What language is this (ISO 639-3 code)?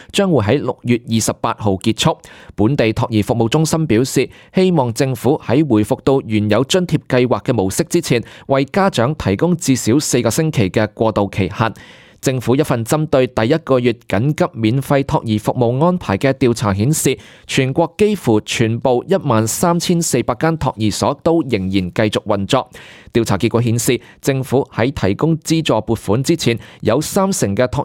yue